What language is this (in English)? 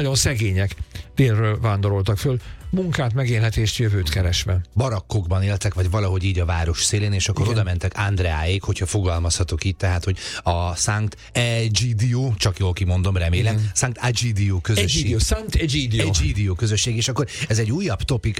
Hungarian